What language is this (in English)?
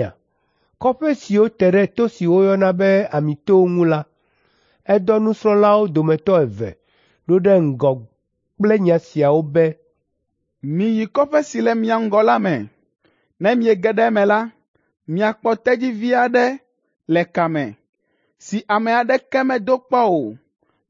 Ewe